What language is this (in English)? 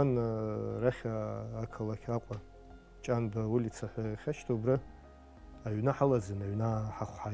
Abkhazian